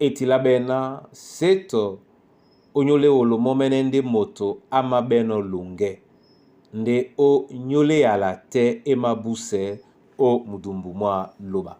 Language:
Duala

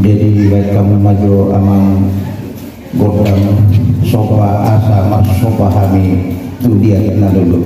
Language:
Batak Toba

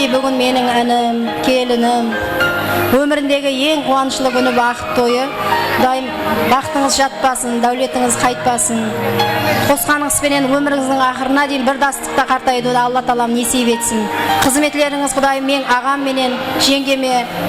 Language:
Kara-Kalpak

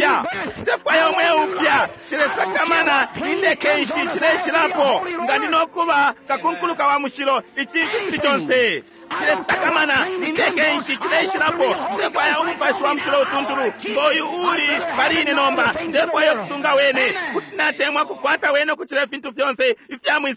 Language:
Bemba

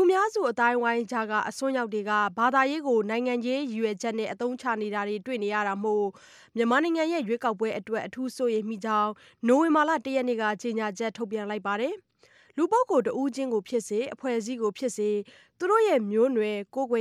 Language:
Burmese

